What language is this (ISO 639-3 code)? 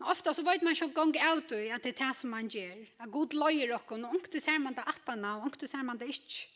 fao